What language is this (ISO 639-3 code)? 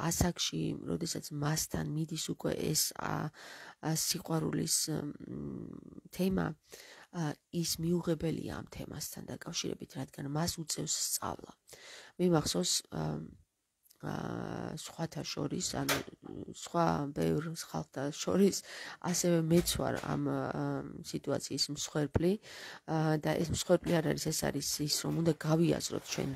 kat